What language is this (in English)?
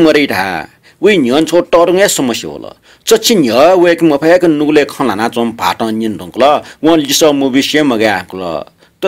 Newari